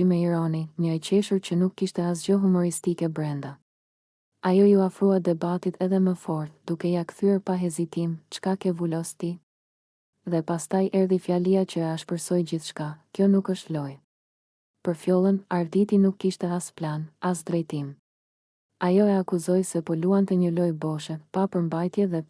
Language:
Albanian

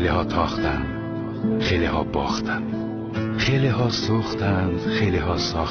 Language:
Tajik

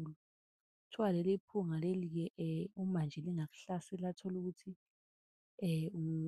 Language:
Zulu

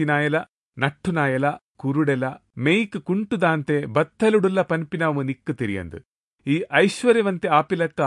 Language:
Tulu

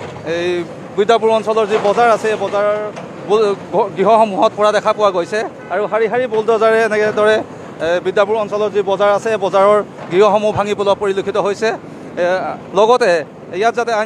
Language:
Assamese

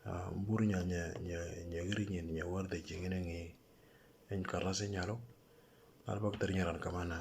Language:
Moro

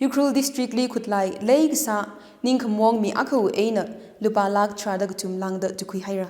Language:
Tangkhul Naga (India)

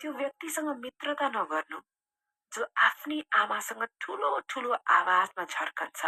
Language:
Nepali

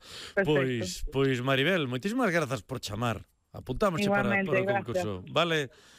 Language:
Galician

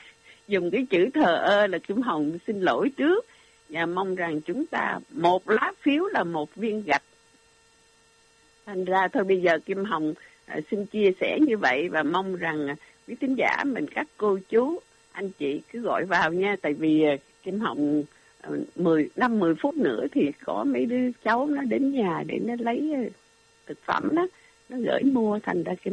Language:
Vietnamese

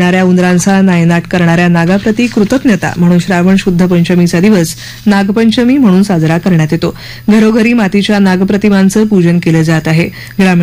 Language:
Marathi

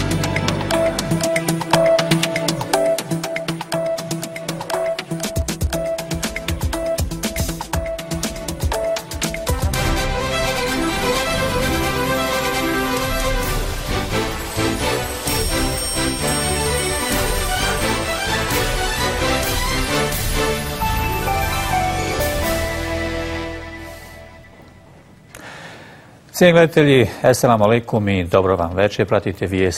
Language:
Bosnian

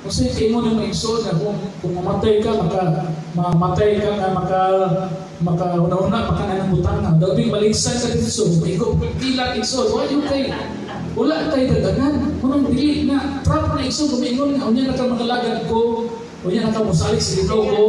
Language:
Cebuano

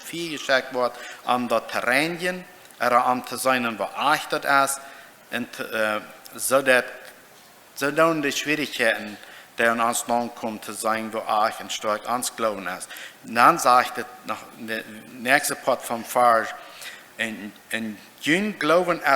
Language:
Plautdietsch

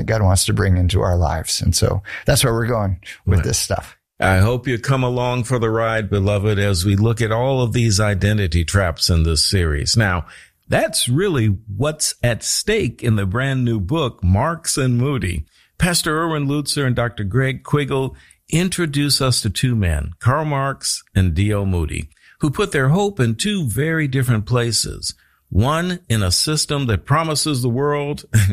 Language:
English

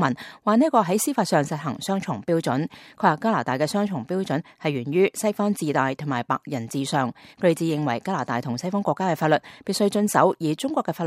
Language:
Cantonese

